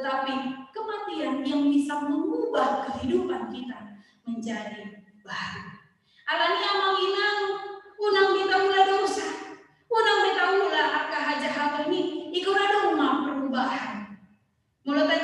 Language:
Batak Toba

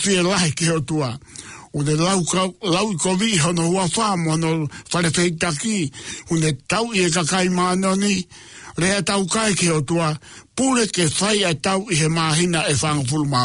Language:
Tongan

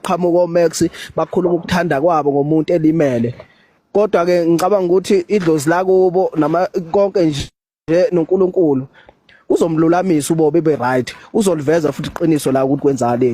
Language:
Zulu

